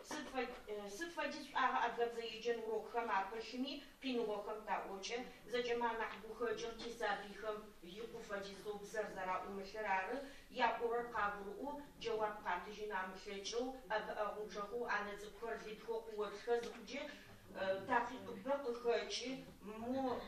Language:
Adyghe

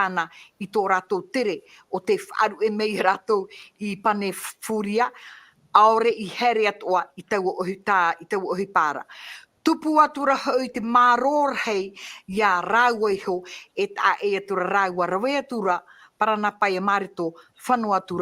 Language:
Tahitian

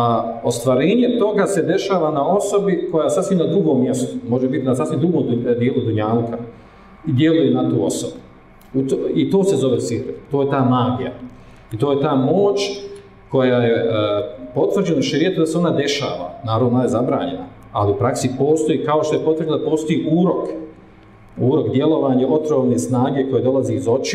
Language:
Bosnian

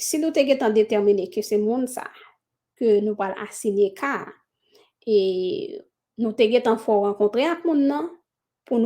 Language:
Haitian Creole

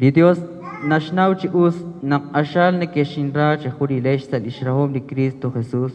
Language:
Kekchí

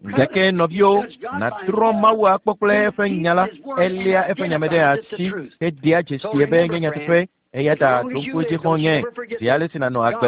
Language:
Ewe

